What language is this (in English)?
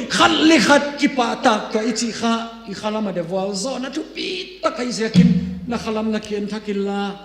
Tedim Chin